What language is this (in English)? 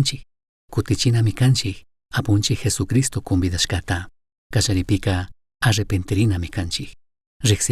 Chimborazo Highland Quichua